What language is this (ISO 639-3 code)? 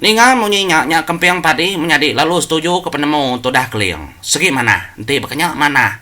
iba